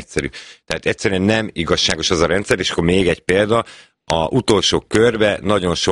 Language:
Hungarian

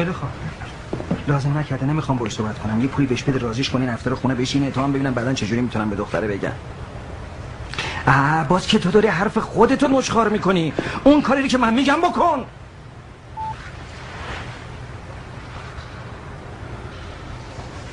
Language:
Persian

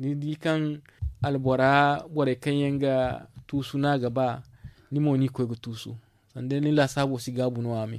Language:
Zarma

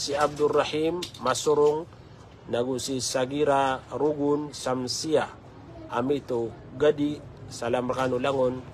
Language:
Maranao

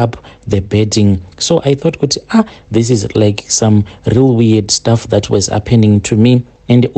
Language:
Shona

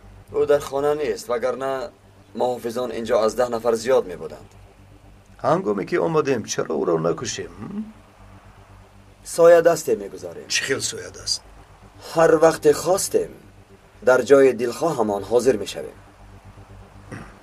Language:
Tajik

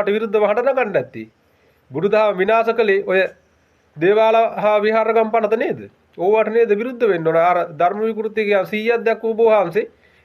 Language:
Sinhala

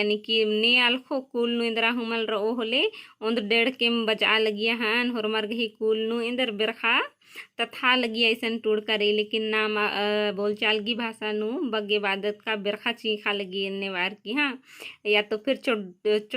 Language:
Kurukh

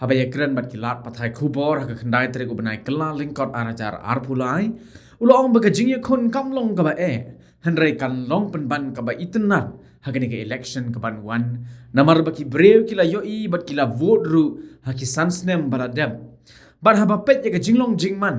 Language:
Khasi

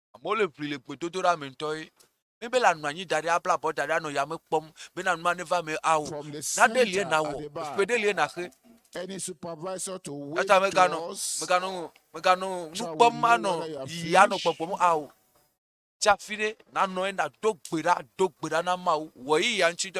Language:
Ewe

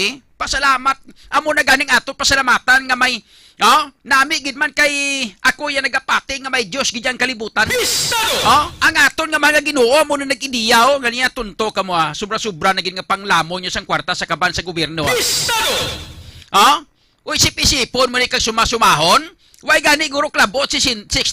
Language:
Hiligaynon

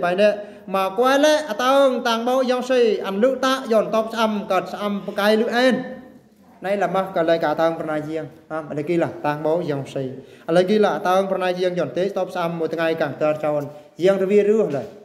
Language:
Eastern Bru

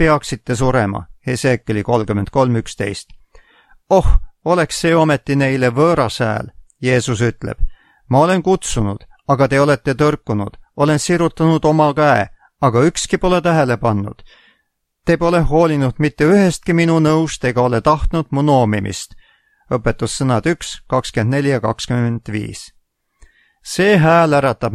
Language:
Estonian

